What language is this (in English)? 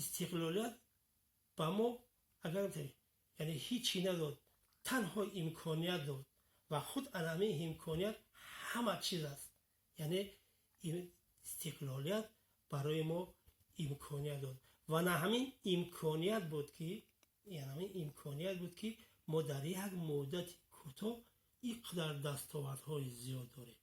Tajik